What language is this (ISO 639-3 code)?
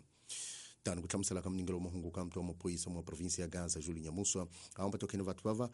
tso